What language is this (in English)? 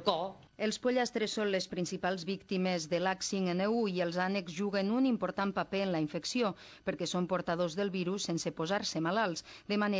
Catalan